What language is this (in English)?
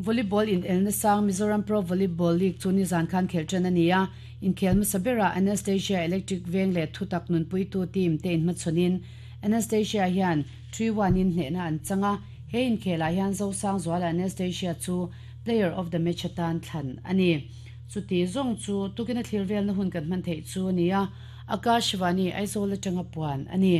Mizo